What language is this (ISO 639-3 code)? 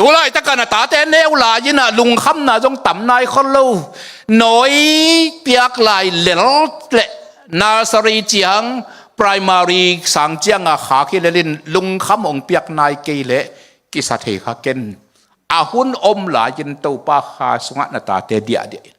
ctd